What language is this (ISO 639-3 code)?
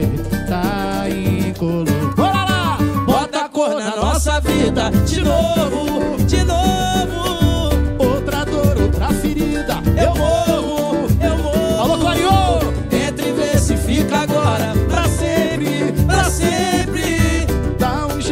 por